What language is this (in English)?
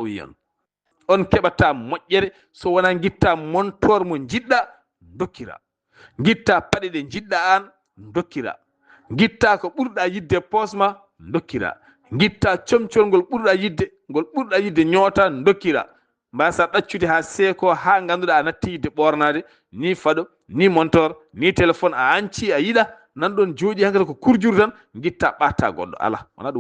Fula